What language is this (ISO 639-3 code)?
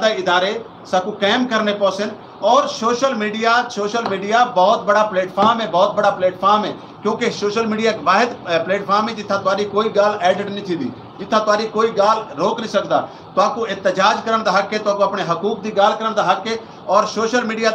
skr